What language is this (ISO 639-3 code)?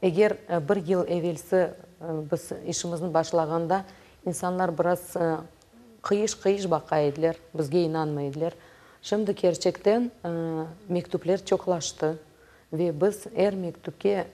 crh